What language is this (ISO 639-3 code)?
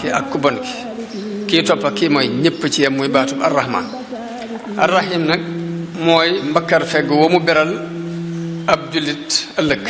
wol